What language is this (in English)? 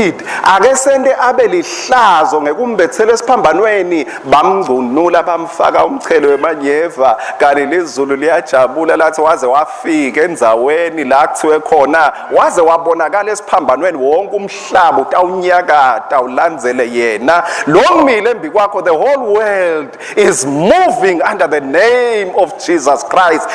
Swati